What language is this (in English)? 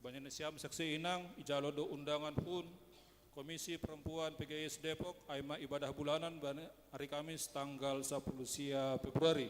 Batak Simalungun